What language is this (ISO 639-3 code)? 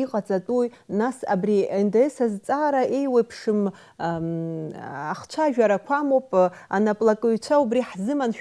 abk